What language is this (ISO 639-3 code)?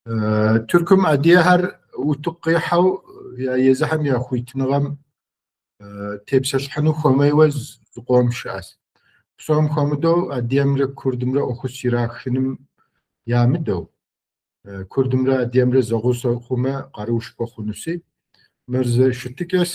kbd